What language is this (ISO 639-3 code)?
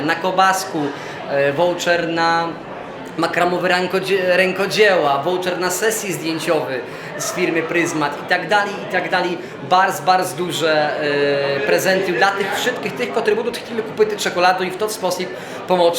rue